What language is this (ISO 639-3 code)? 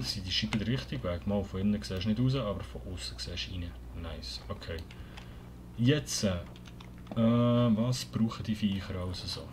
gsw